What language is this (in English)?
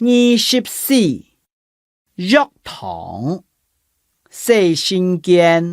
Hakka Chinese